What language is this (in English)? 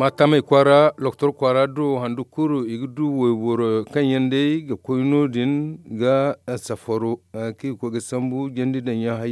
Zarma